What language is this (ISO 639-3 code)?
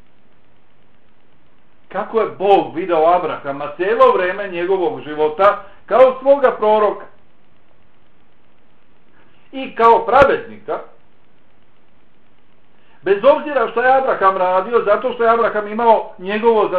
bos